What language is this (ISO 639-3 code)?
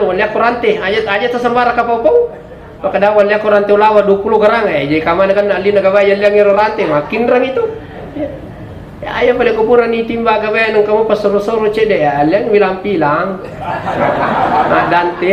bug